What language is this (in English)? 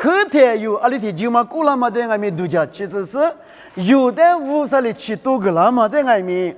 Lisu